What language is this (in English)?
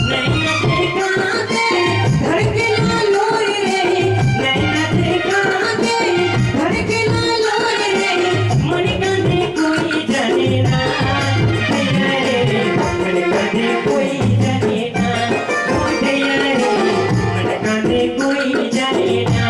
Sadri